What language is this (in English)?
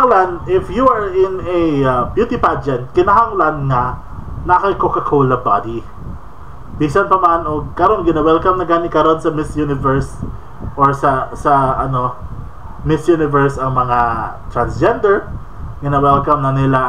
Cebuano